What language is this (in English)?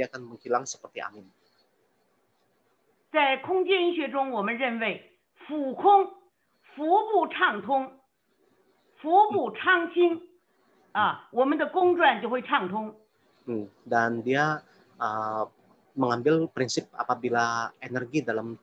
Indonesian